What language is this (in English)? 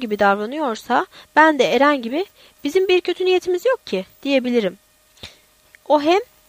Turkish